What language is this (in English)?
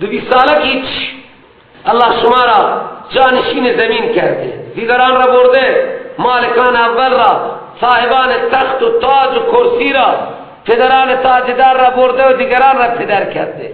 Persian